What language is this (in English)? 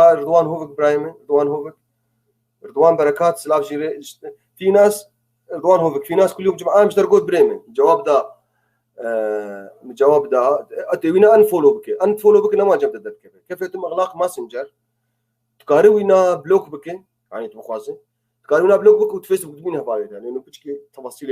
North Levantine Arabic